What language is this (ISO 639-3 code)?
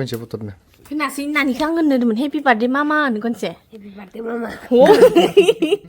brx